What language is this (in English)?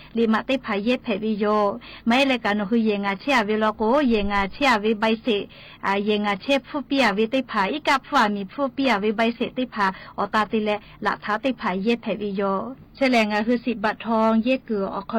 Lahu